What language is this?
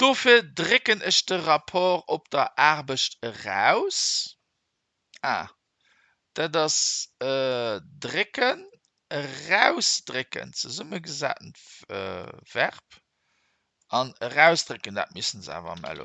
Luxembourgish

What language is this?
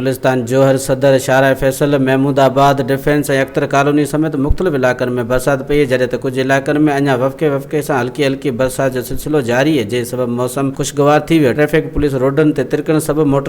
Sindhi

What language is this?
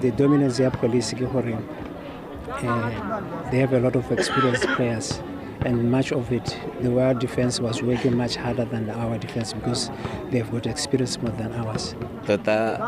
Tswana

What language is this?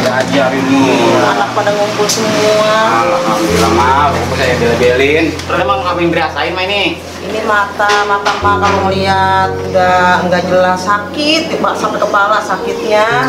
Betawi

